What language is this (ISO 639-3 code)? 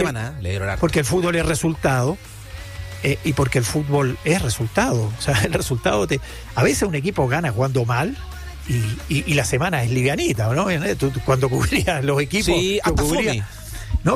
spa